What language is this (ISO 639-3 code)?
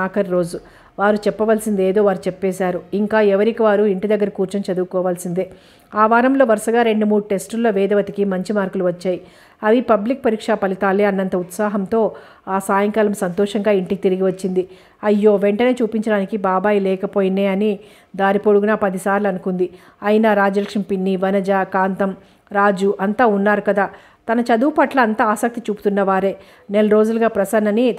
tel